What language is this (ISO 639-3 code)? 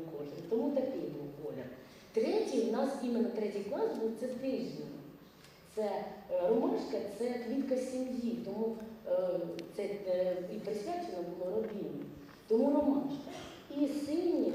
ukr